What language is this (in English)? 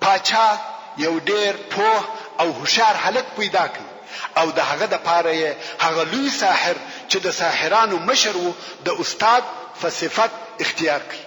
Pashto